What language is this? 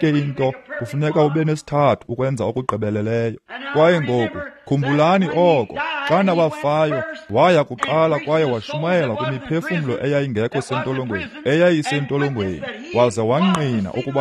Xhosa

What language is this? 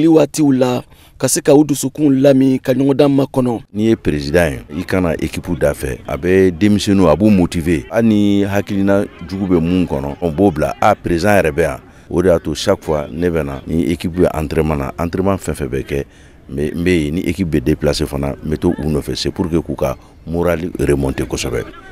Bambara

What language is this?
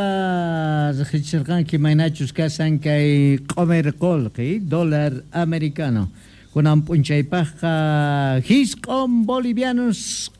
Quechua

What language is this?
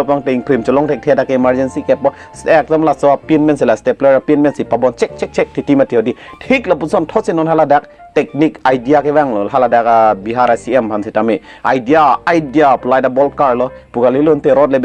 Karbi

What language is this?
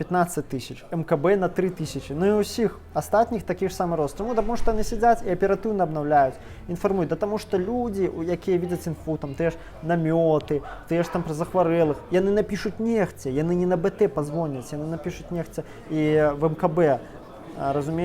Belarusian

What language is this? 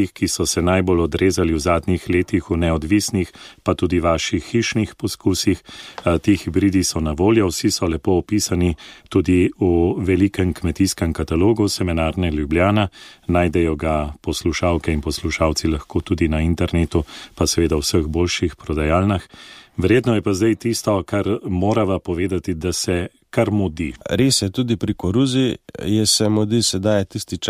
Slovenian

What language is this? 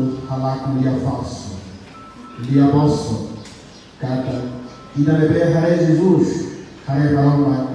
Tetum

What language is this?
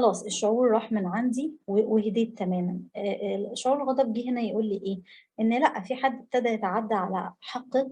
Egyptian Arabic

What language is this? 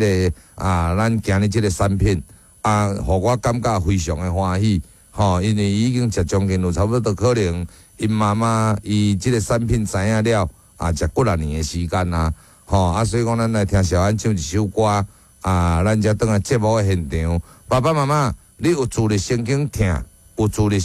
Min Nan Chinese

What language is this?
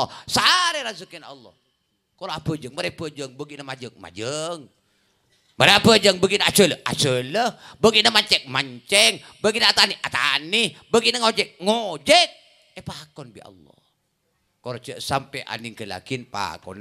Madurese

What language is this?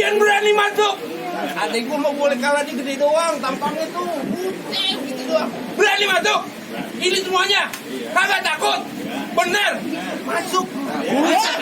Betawi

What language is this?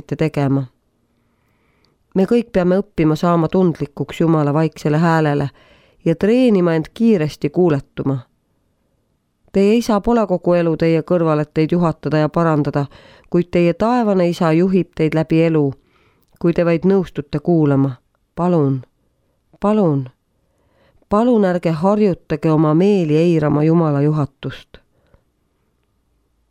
Estonian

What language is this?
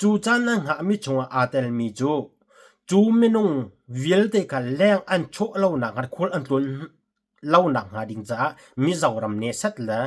Hakha Chin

